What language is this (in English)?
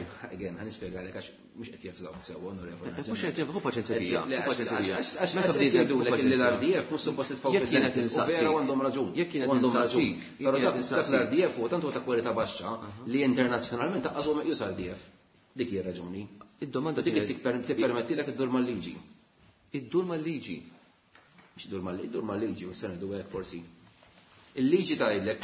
Maltese